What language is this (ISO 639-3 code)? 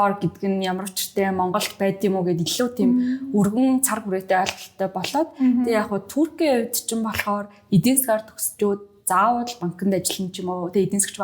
mon